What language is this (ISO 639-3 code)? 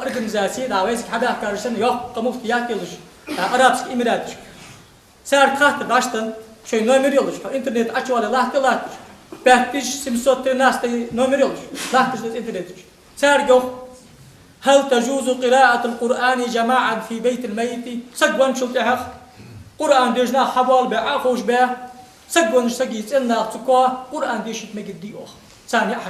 inh